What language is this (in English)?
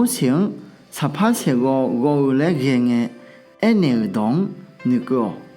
Akha